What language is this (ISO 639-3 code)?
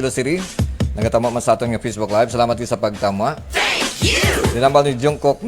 hil